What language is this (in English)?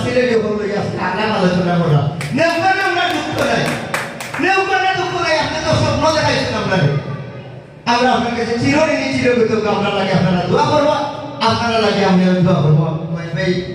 Sylheti